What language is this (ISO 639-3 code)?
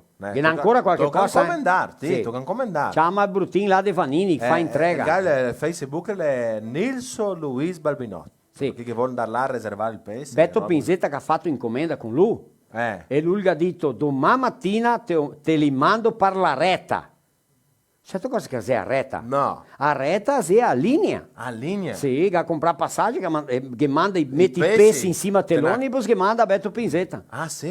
vec